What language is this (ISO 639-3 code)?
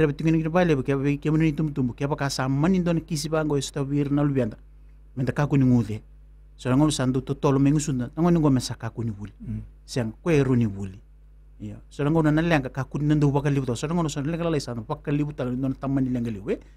fij